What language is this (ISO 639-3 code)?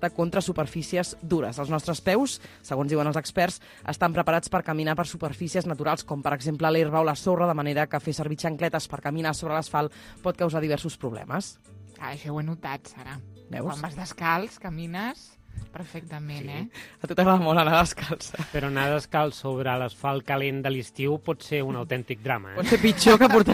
cat